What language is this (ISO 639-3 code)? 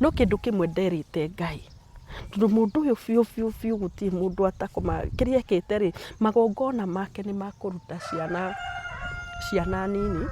kik